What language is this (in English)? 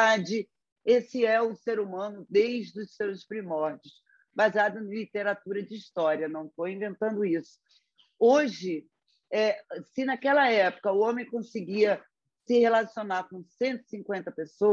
Portuguese